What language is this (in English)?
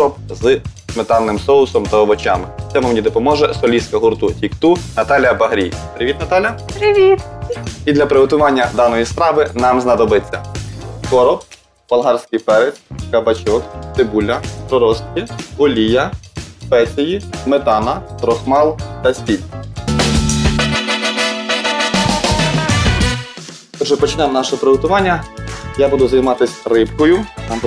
Ukrainian